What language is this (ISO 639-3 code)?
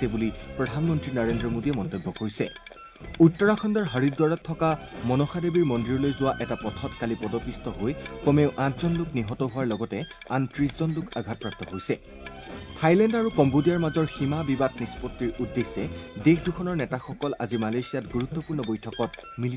asm